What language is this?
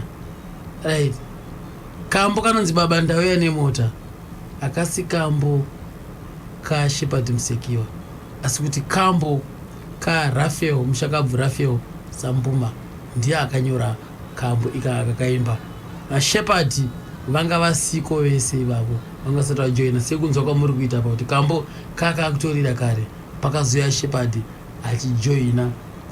Shona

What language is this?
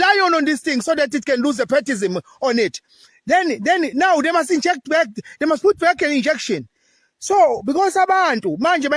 Zulu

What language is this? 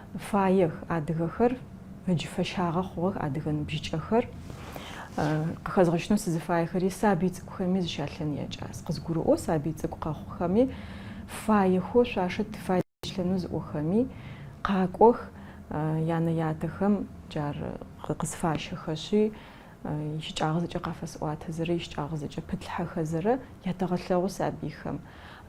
Adyghe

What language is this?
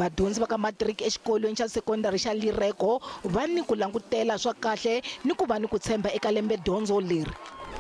Tsonga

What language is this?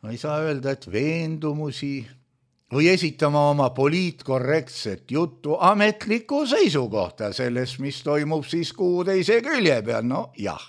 Estonian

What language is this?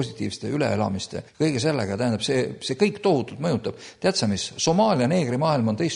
Estonian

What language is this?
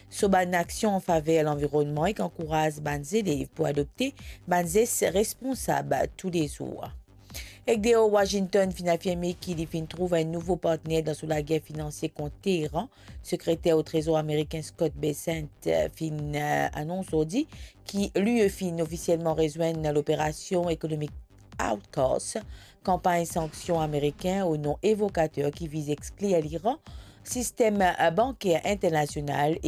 Morisyen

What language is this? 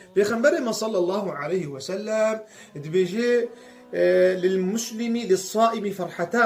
Kurdish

